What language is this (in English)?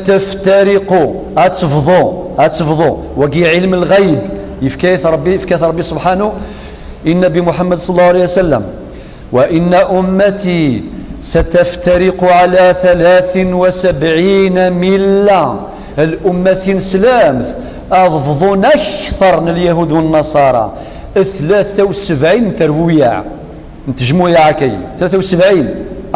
Kabyle